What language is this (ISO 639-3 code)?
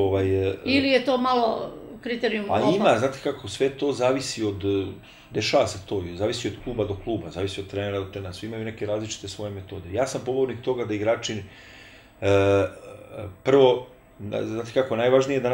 srp